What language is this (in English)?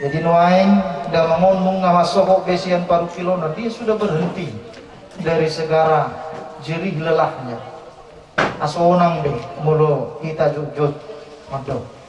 Batak Toba